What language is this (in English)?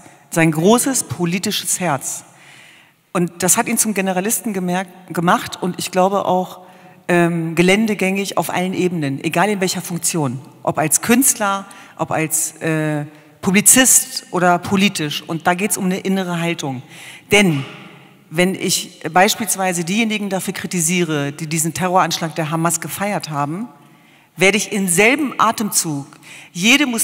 German